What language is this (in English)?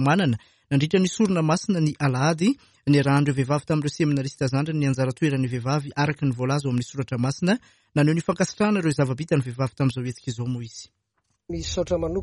Malagasy